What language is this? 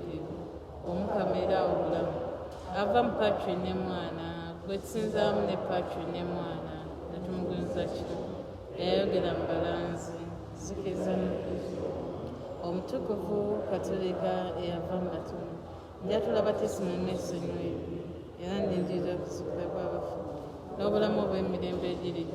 Ganda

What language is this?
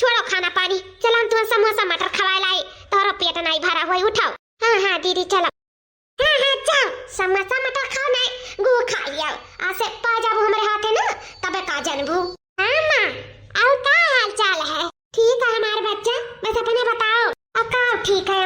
Awadhi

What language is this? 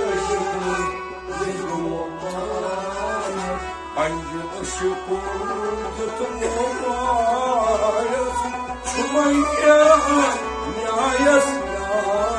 Kashmiri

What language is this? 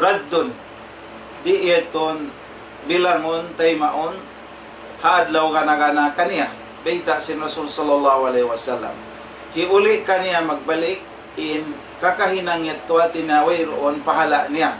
Tausug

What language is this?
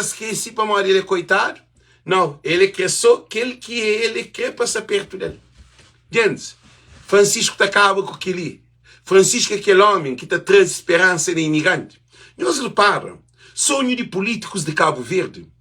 Kabuverdianu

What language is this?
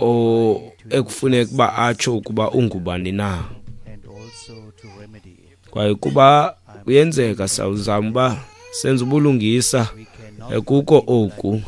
Xhosa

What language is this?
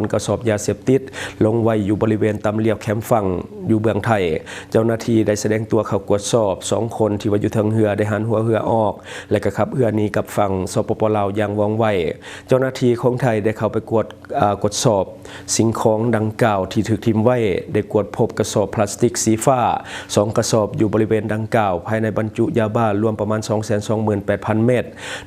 Lao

